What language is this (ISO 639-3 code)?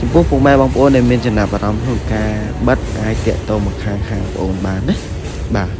khm